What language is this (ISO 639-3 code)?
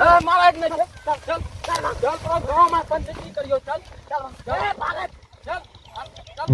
anp